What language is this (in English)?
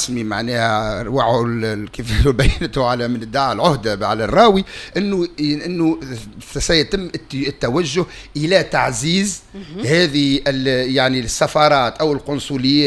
Tunisian Arabic